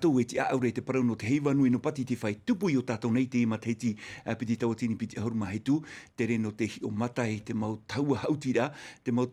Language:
Tahitian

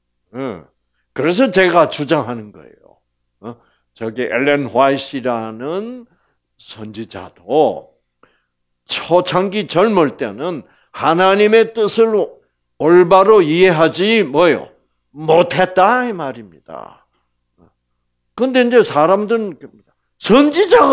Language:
Korean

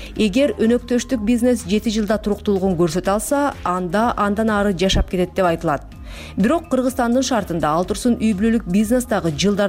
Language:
Kyrgyz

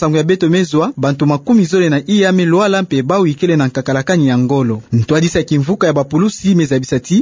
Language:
Kituba (Democratic Republic of Congo)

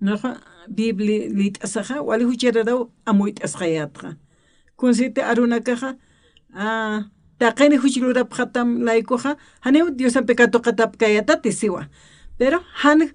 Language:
Aymara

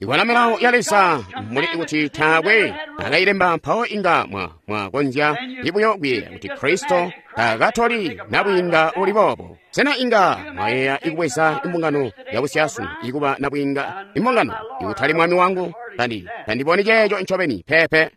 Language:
Tonga (Zambia)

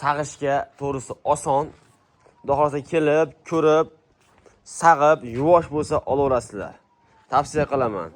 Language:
Uzbek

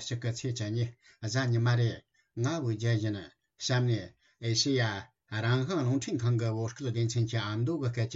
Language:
Tibetan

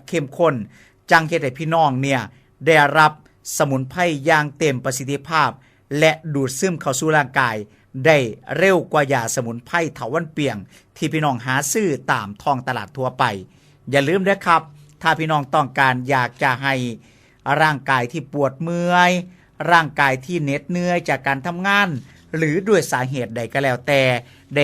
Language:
Northeastern Thai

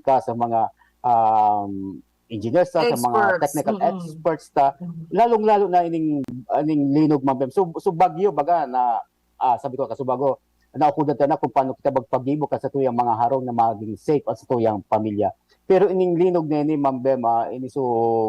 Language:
Bikol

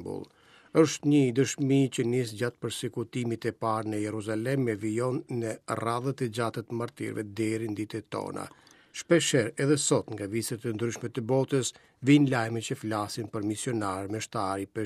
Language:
Albanian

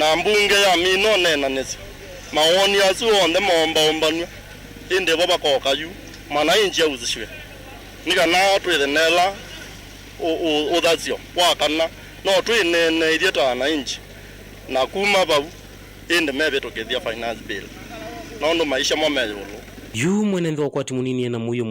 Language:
Kamba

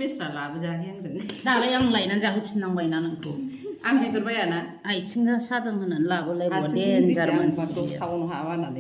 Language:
Bodo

